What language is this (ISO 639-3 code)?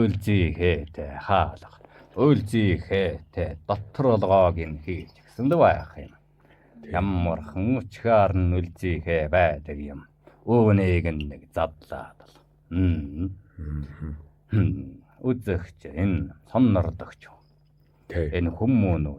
mon